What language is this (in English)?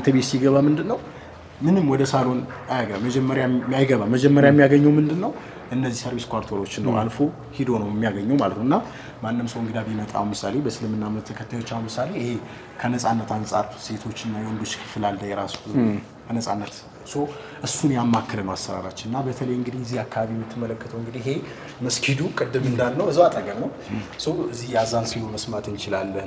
Amharic